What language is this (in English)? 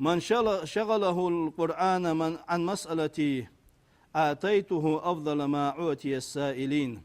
Ingush